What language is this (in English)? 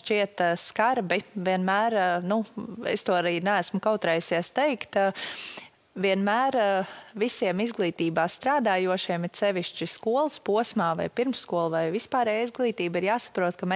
Latvian